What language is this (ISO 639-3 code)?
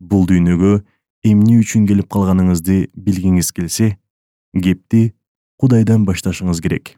kir